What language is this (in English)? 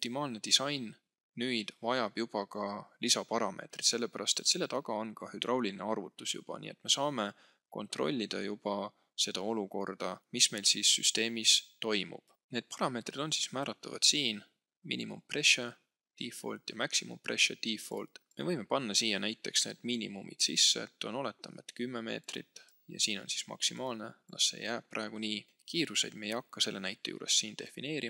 Estonian